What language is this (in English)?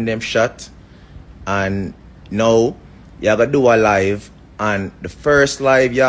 Jamaican Creole English